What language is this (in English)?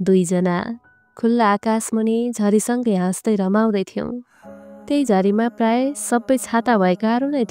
Nepali